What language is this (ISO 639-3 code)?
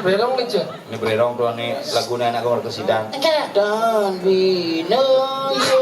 ban